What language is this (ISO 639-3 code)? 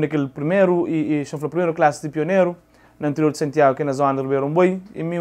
kea